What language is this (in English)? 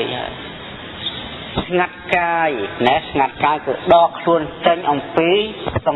Khmer